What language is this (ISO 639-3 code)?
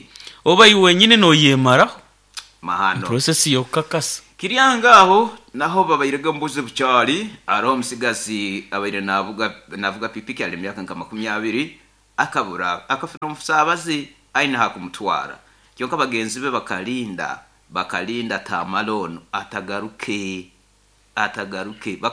nyo